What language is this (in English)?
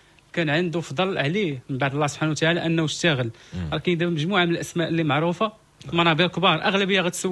Moroccan Arabic